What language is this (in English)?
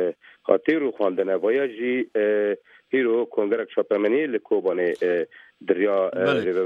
Kurdish